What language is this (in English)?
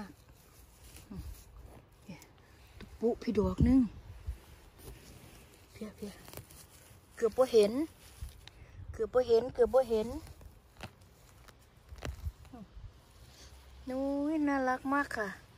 Thai